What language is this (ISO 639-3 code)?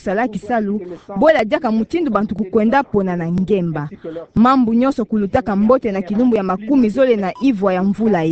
ktu